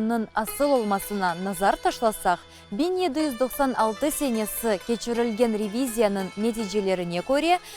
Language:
Crimean Tatar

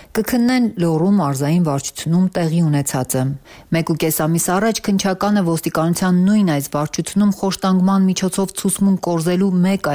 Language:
Armenian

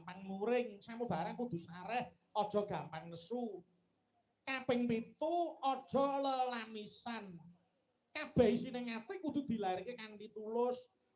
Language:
Javanese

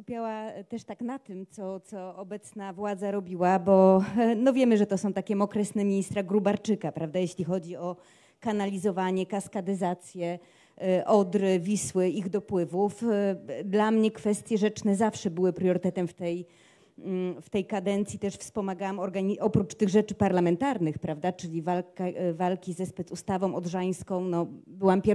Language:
Polish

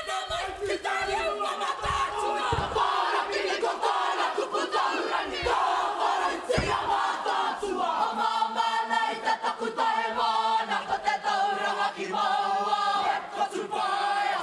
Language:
Māori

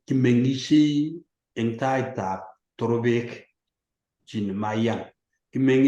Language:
Kalenjin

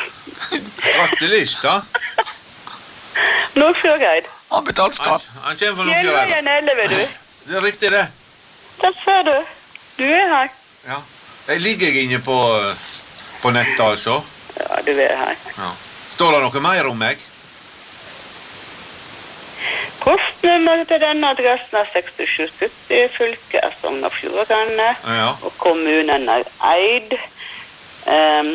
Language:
Norwegian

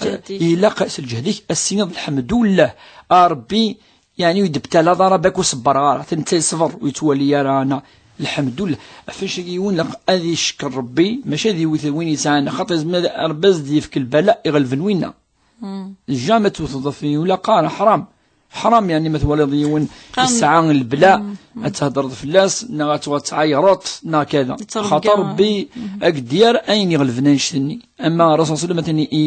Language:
Kabyle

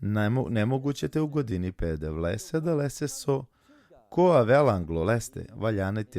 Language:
Balkan Romani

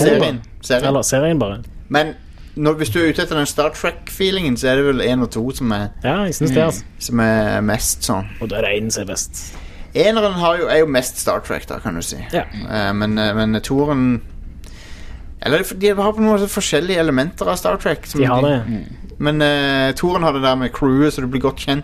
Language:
Norwegian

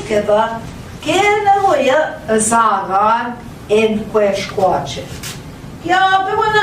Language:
Central Ojibwa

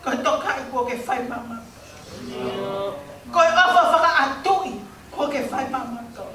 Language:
Tongan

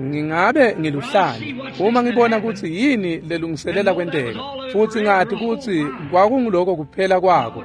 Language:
Swati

